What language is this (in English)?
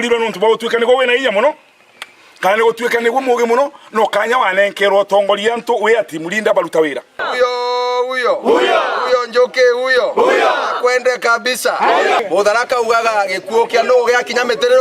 Meru